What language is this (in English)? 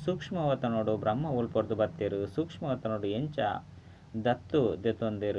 Tulu